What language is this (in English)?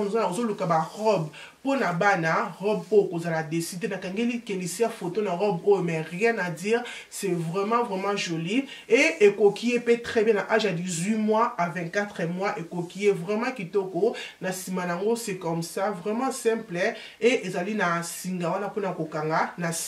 Lingala